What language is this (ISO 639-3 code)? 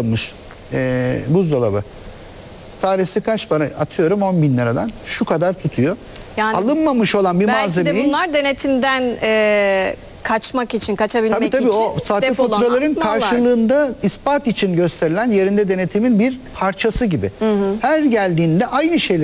tur